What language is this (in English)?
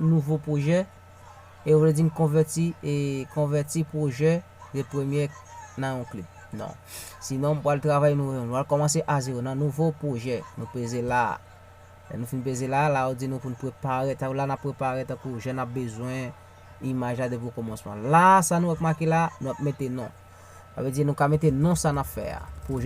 Haitian Creole